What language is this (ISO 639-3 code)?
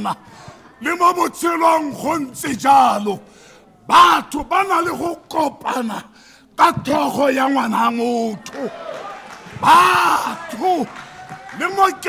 tsn